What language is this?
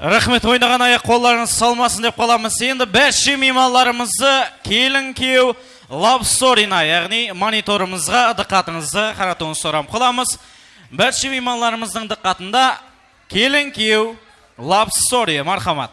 Kara-Kalpak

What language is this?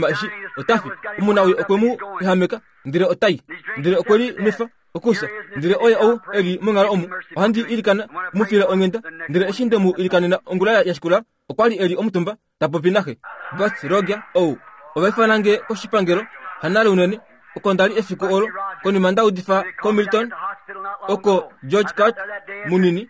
Kuanyama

